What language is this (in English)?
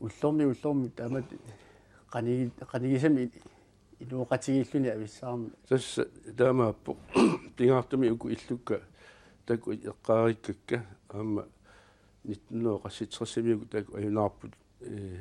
Kalaallisut